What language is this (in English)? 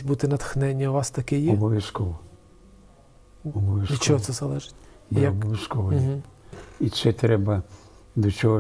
Ukrainian